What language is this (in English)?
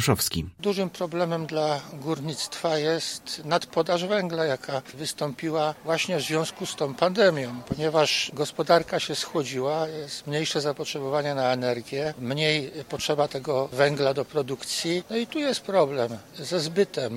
Polish